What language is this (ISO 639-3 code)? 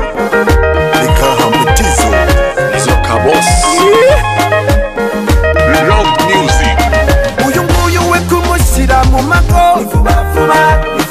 kin